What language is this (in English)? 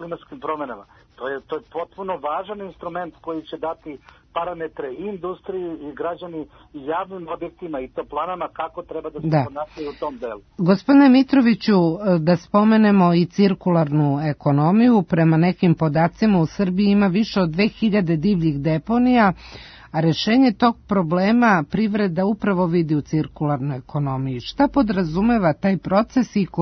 Serbian